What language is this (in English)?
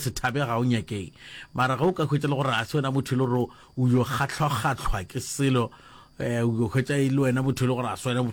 Northern Sotho